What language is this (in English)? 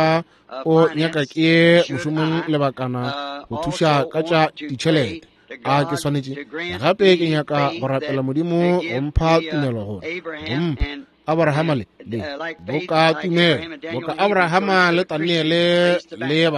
Northern Sotho